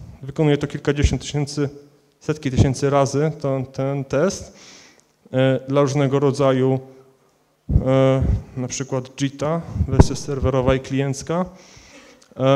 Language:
Polish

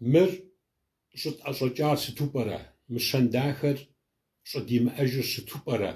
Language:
Kabardian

